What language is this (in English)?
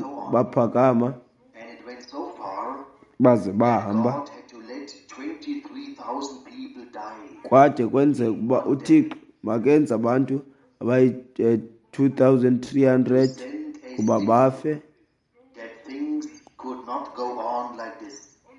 Xhosa